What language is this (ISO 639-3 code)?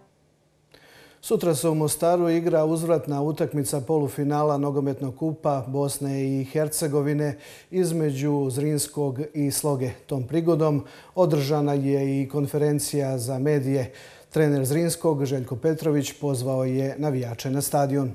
hrv